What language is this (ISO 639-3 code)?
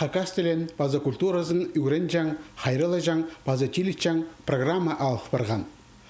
kjh